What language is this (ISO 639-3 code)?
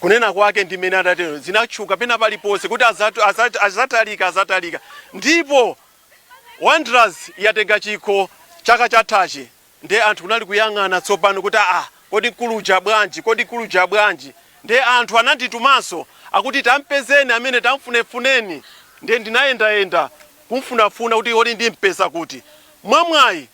nya